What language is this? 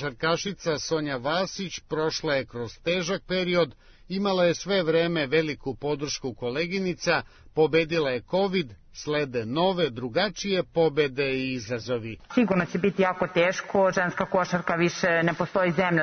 Serbian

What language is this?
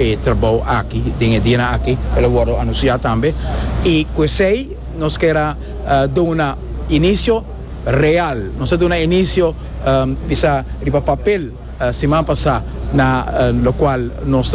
Papiamento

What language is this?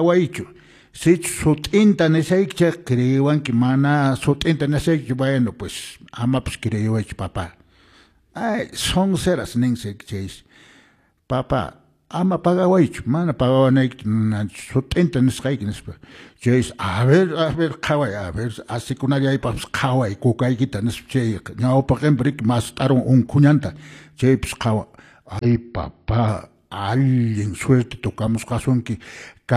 Quechua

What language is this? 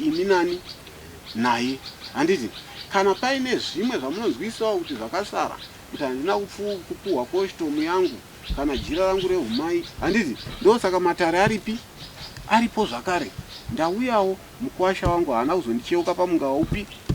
Shona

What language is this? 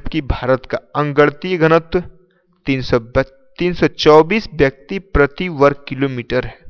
Hindi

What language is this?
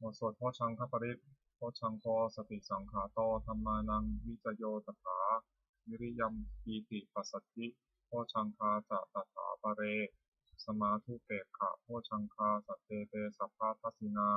Pali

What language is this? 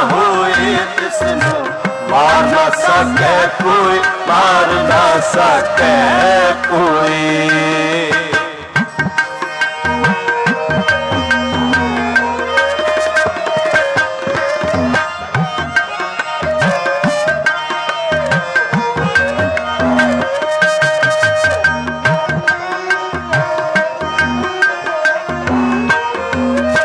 Punjabi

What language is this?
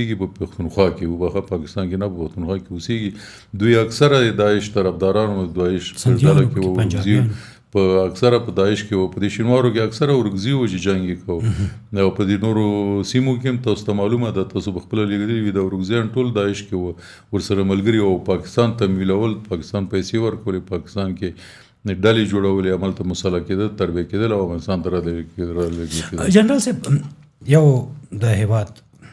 Pashto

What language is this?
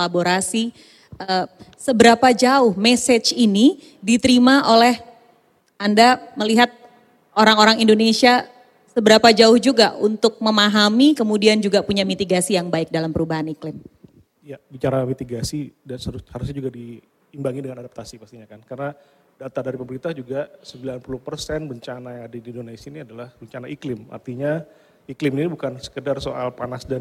Indonesian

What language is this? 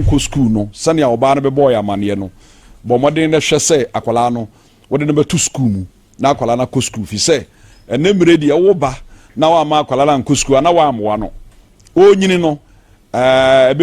Akan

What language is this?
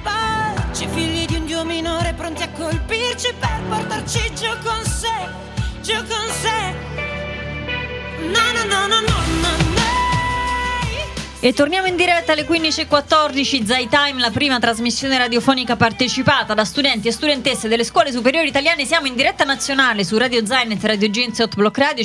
Italian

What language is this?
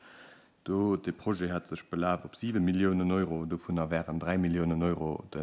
Luxembourgish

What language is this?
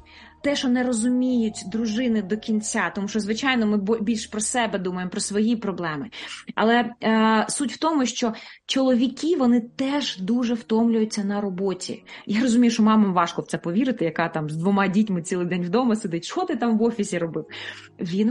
Ukrainian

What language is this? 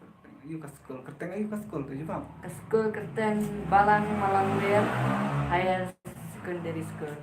Khasi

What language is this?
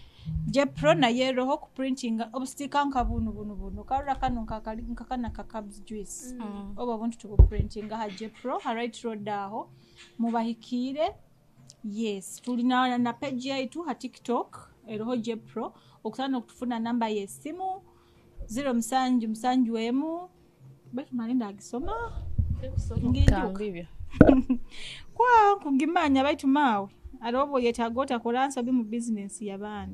Nyoro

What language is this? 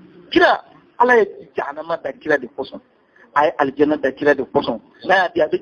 Bambara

